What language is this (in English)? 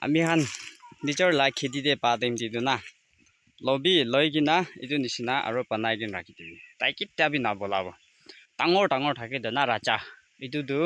Naga Pidgin